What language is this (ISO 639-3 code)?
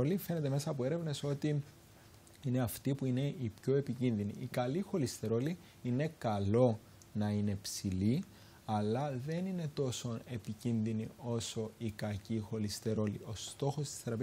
ell